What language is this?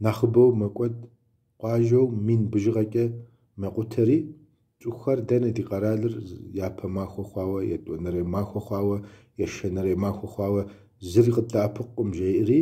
Kabardian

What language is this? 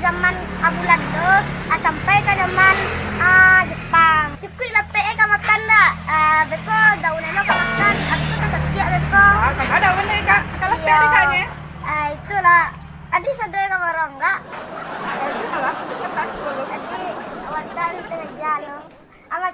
Minangkabau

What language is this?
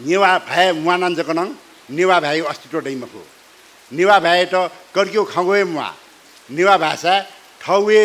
Newari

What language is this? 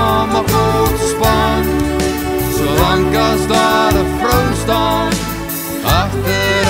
Afrikaans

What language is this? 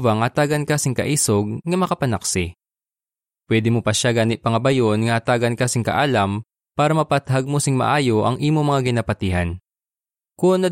Hiligaynon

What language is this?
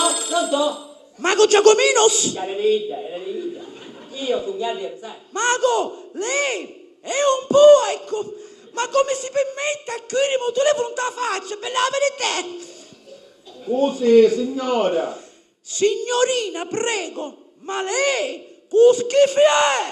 Sicilian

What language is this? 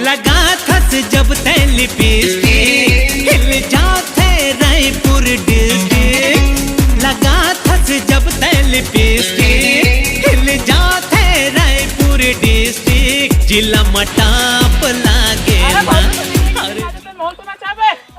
Chhattisgarhi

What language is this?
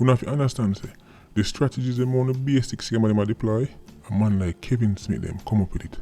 Jamaican Creole English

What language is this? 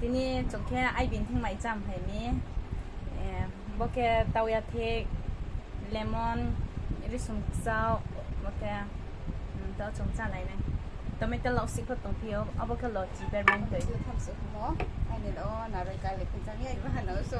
Riang (India)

